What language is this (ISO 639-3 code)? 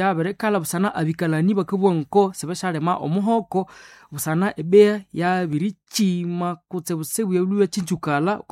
nnb